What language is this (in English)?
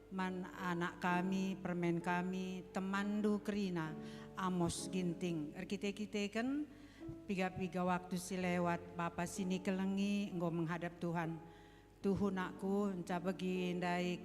Batak Karo